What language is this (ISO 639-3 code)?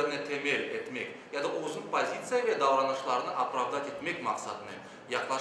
crh